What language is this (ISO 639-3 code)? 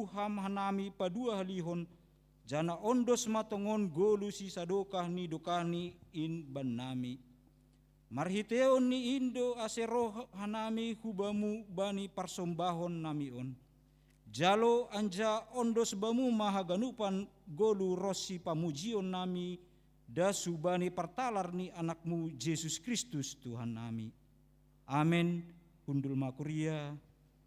bts